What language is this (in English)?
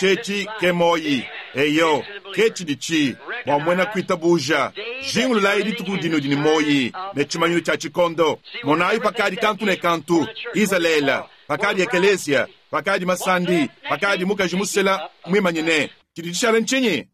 Luba-Lulua